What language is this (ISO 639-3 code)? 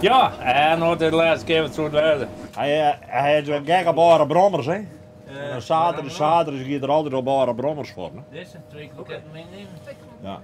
fry